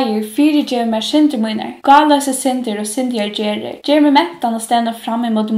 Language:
Faroese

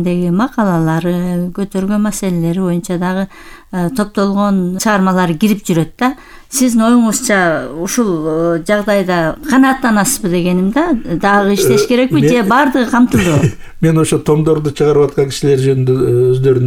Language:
Kyrgyz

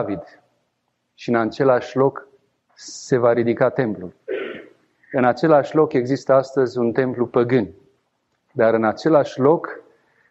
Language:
Romanian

